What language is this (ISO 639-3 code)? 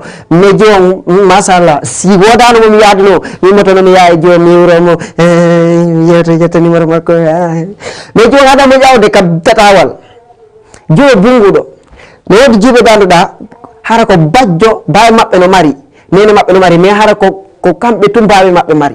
ful